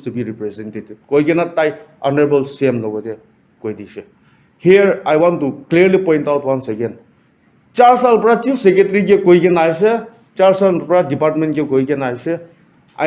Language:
Naga Pidgin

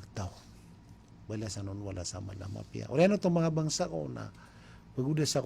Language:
Maranao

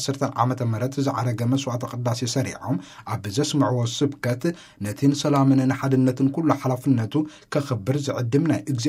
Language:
Tigrinya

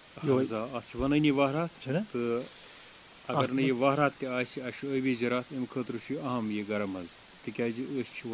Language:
Kashmiri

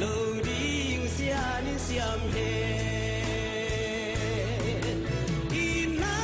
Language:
Tedim Chin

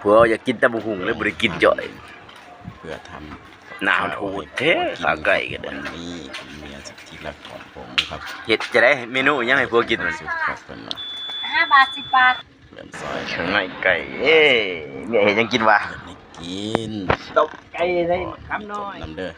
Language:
Northeastern Thai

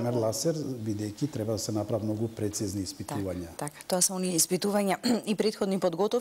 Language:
Macedonian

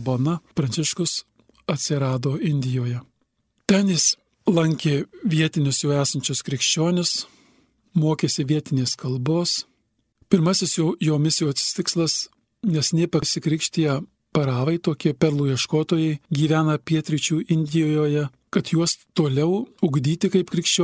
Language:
Lithuanian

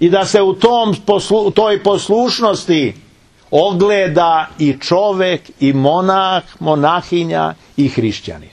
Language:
Serbian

